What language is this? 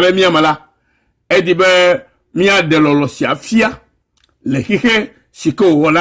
Ewe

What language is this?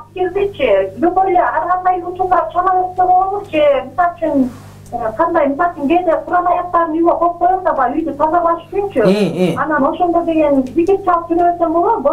Kyrgyz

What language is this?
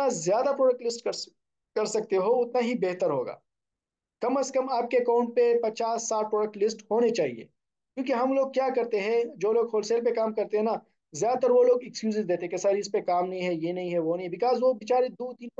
Hindi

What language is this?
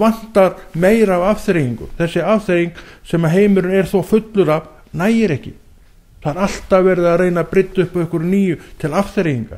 Icelandic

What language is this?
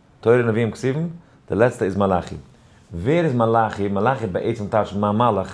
Yiddish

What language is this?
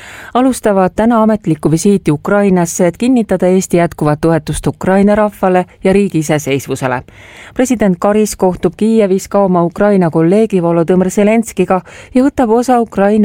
Estonian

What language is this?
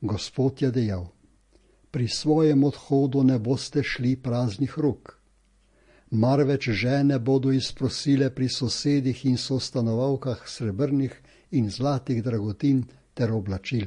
Slovenian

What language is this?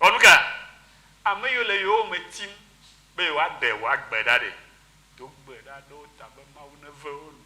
Ewe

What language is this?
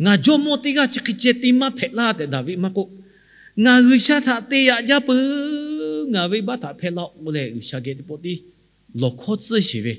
Lahu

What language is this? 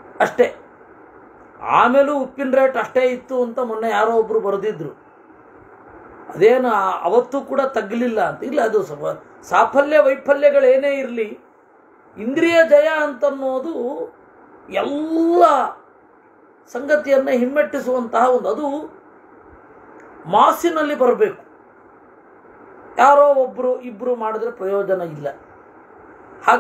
Kannada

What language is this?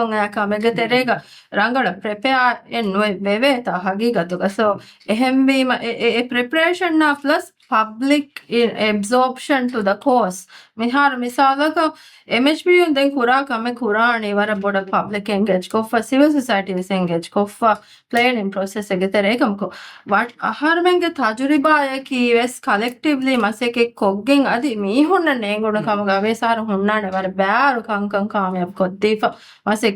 Divehi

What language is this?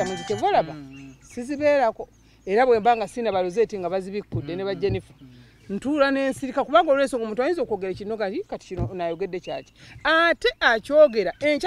Ganda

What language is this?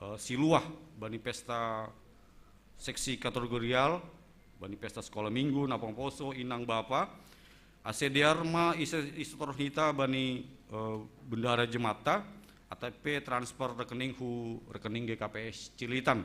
Batak Simalungun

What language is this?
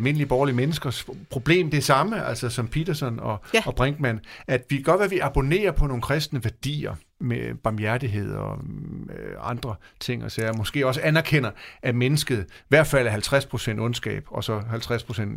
Danish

